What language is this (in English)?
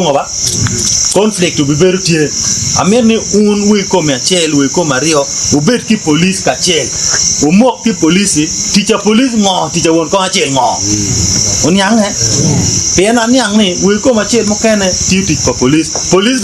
Acoli